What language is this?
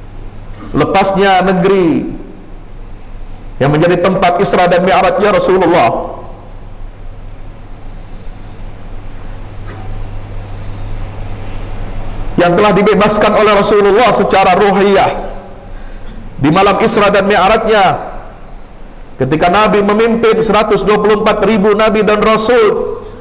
Indonesian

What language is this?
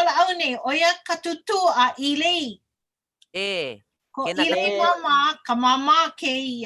Hawaiian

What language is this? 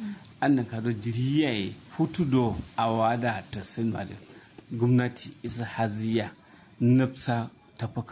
Kanuri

